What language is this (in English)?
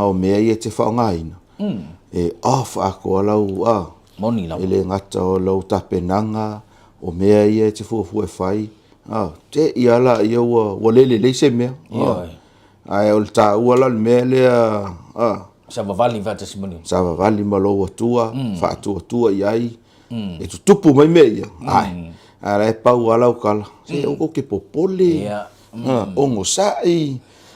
Samoan